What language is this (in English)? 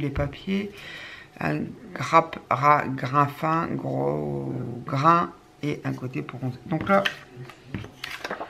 French